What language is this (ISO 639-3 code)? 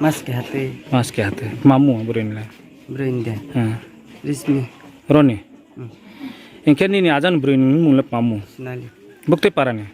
ria